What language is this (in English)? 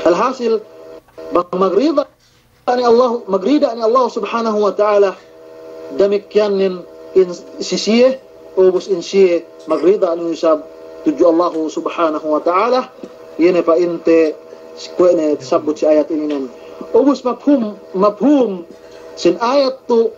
Yakan